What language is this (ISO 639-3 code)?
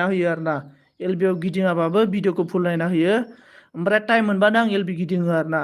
brx